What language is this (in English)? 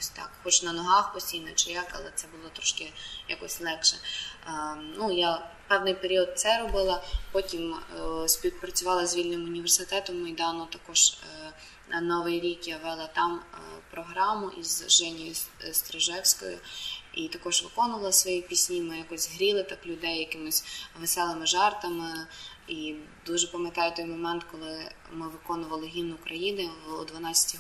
Ukrainian